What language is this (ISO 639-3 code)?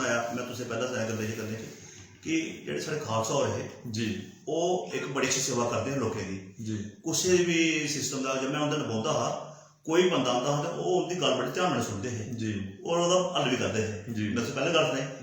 doi